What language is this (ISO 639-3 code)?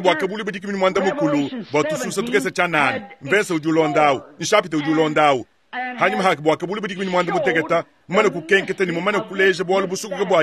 lua